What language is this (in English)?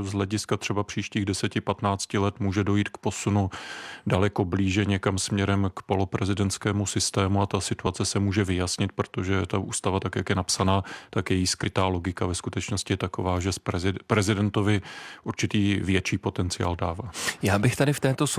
Czech